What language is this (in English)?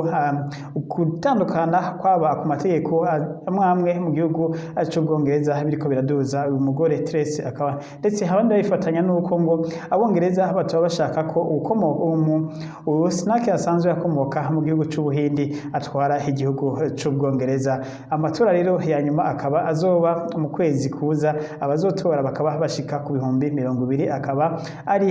Rundi